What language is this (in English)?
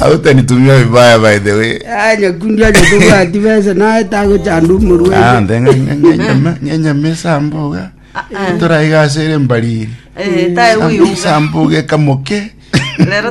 Gusii